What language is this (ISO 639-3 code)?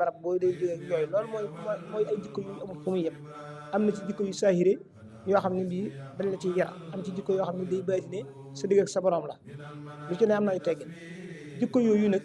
wol